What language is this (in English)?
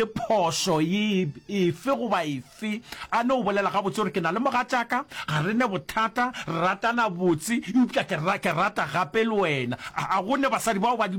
Northern Sotho